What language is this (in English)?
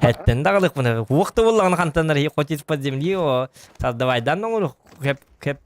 Yakut